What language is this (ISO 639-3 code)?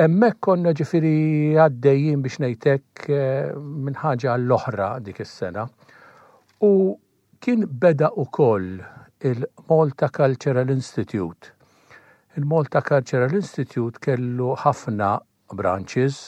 mlt